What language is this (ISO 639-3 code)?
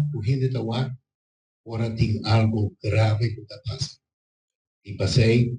pap